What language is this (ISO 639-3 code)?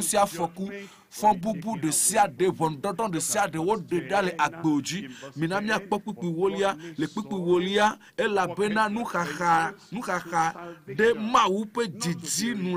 ewe